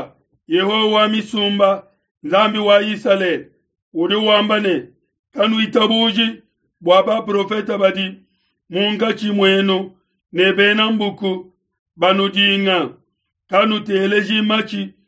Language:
Luba-Lulua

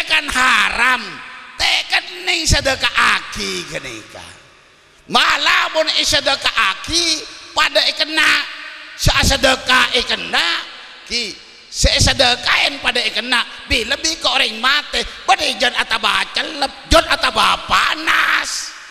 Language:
Madurese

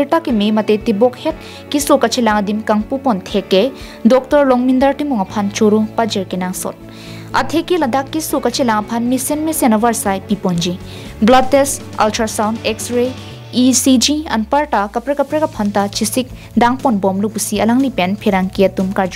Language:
Karbi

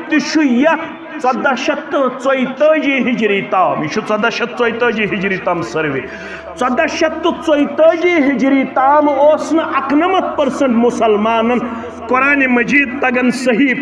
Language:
Kashmiri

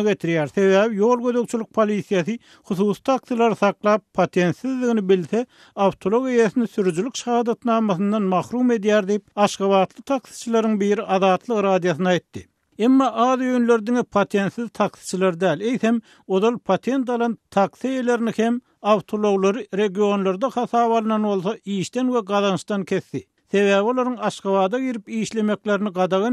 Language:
Turkmen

